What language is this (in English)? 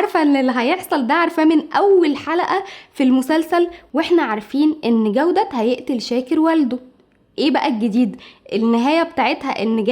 Egyptian Arabic